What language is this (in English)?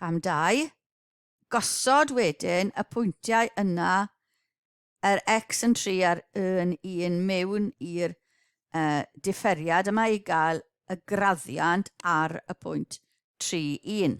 Welsh